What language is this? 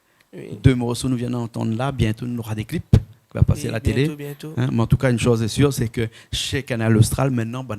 Réunion Creole French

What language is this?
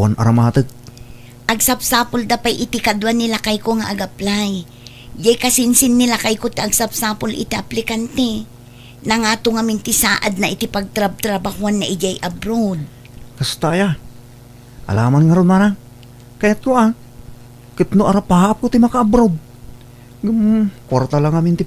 Iloko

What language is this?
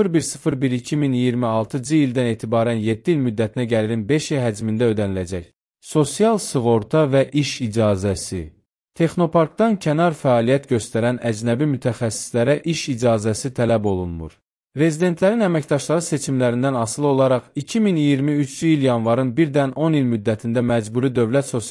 Azerbaijani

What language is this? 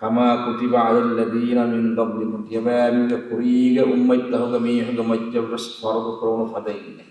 Divehi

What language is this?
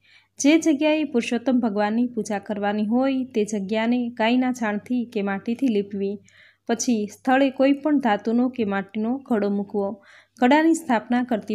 Gujarati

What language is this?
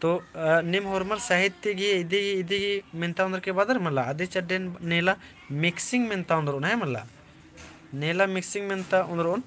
Kurukh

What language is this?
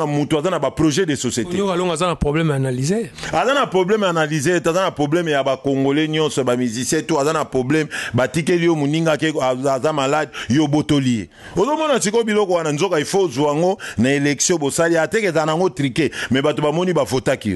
Lingala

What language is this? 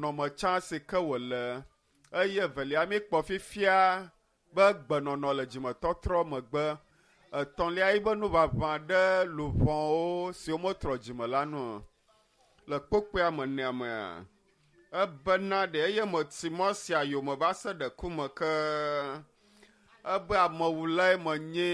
Ewe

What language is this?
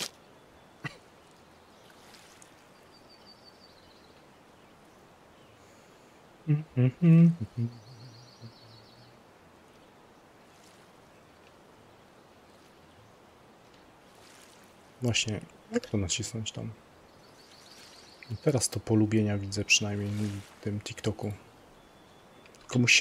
Polish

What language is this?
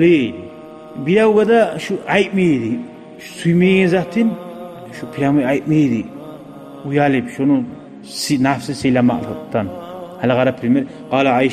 Kumyk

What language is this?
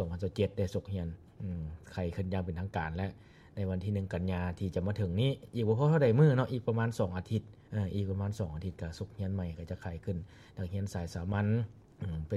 Lao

